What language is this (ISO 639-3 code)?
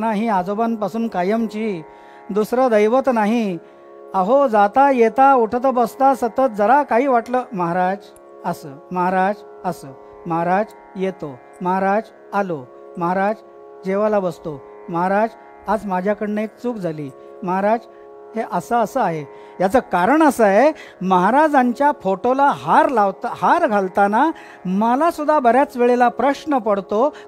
mar